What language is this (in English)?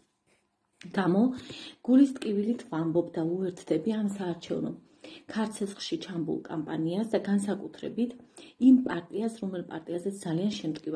Georgian